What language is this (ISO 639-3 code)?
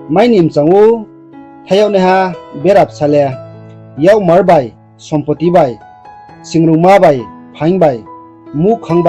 ria